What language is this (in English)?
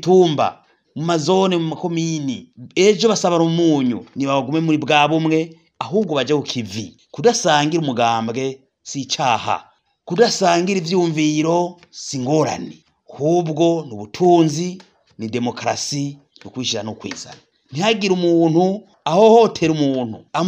Rundi